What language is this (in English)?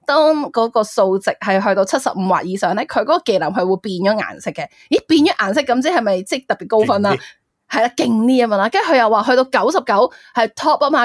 Cantonese